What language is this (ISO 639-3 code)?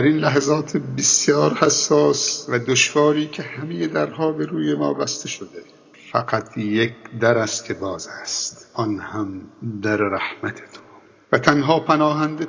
fas